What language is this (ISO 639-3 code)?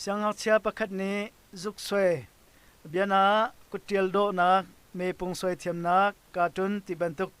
cnh